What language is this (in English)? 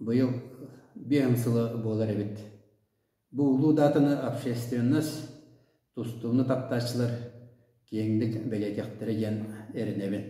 Yakut